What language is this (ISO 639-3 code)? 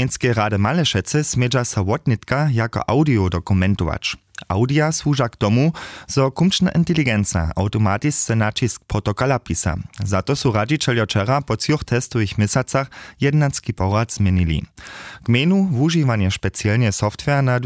hsb